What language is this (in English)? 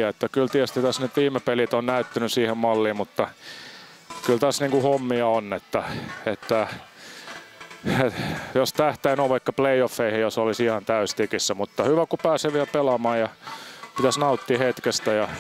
Finnish